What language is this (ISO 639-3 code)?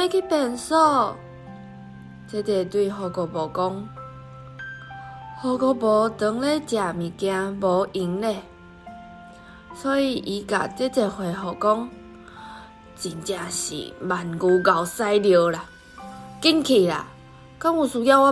nan